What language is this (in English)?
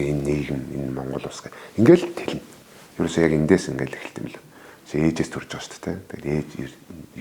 Mongolian